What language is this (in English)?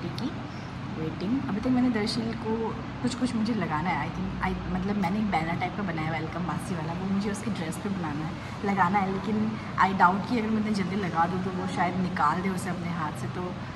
Hindi